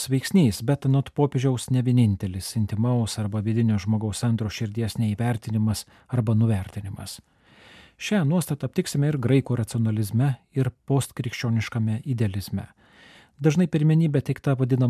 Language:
Lithuanian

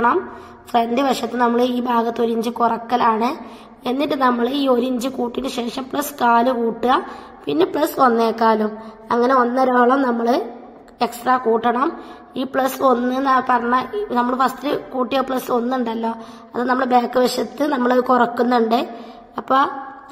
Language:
Malayalam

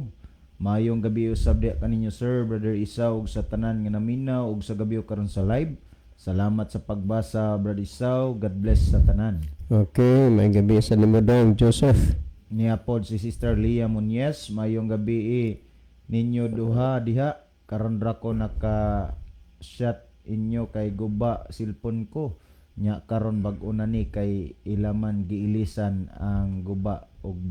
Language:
Cebuano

